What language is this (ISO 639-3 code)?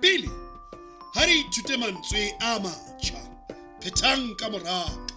sot